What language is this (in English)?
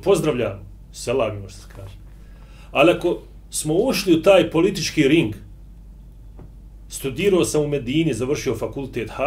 Bosnian